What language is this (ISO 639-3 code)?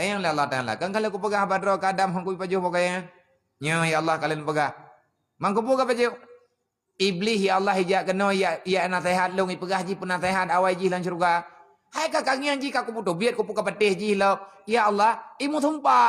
ace